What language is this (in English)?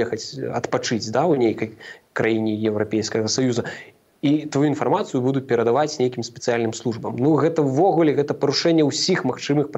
Belarusian